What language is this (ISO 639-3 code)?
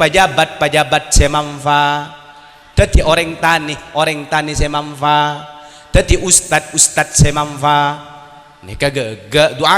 mad